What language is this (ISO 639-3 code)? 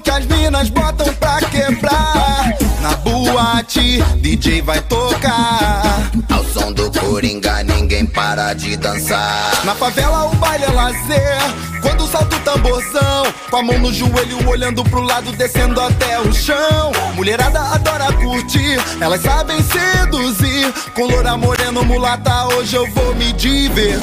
por